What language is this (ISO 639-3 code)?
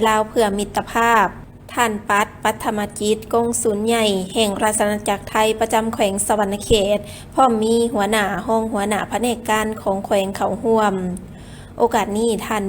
lao